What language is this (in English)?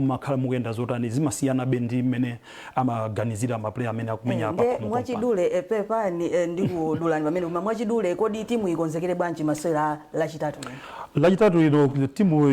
Nyanja